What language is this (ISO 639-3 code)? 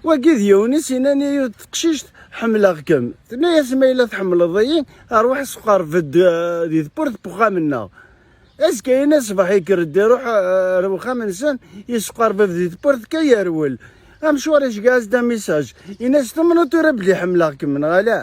kab